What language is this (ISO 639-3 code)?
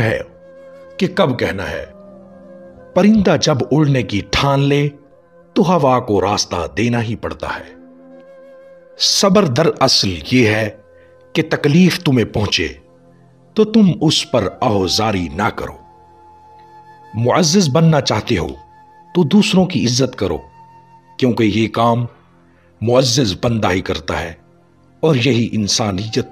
urd